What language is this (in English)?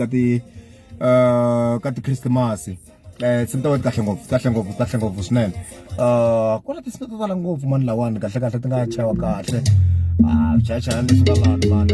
Tsonga